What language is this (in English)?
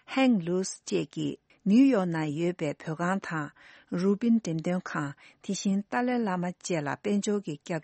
Tibetan